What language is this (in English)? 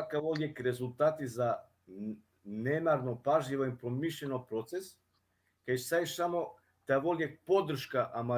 Balkan Romani